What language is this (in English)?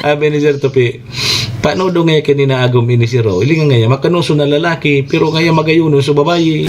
Bikol